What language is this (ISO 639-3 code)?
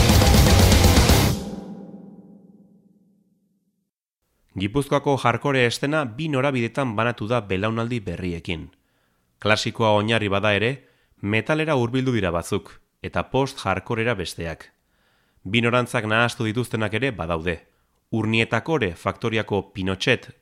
eus